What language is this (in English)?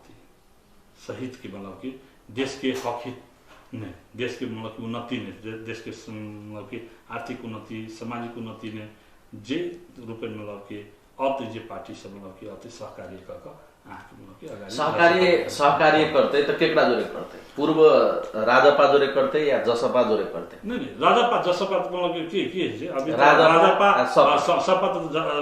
Maithili